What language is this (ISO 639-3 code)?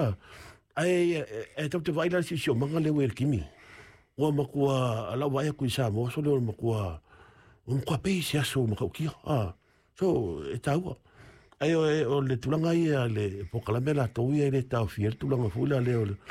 smo